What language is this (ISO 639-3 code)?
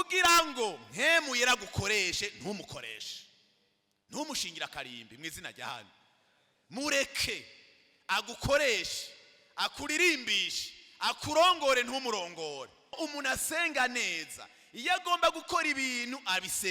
run